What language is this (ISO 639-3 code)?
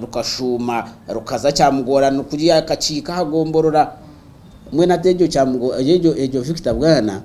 nyn